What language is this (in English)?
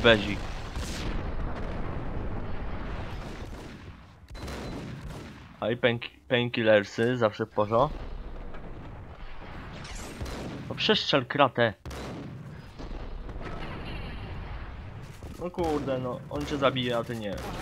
Polish